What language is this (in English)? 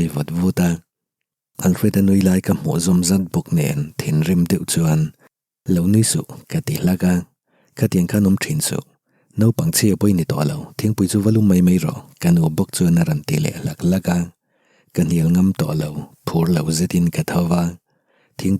Mizo